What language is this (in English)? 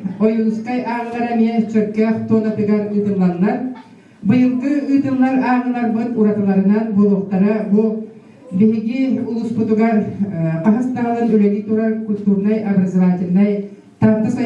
Yakut